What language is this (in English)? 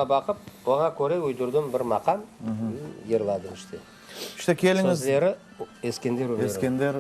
Crimean Tatar